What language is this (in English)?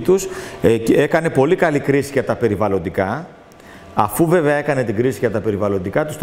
Greek